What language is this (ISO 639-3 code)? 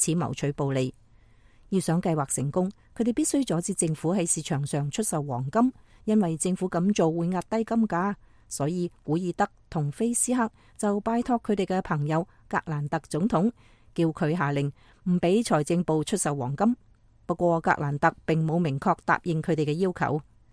yue